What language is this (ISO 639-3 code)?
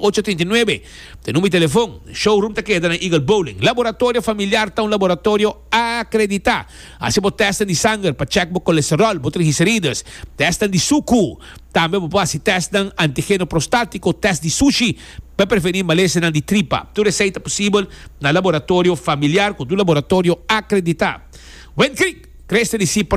pap